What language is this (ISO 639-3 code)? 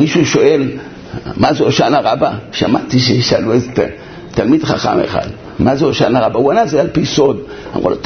heb